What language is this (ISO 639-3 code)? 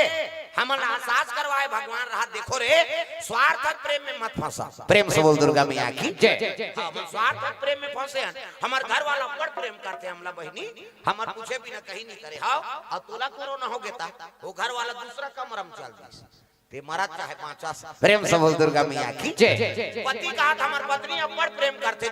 hne